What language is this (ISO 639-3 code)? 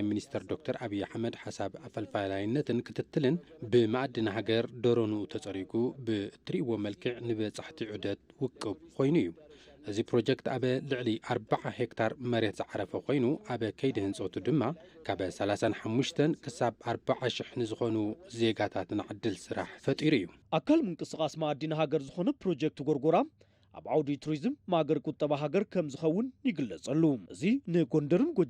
tir